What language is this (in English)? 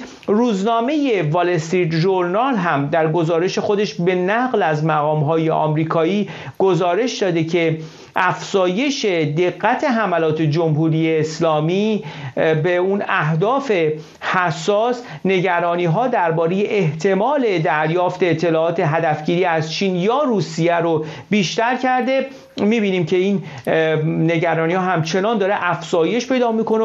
Persian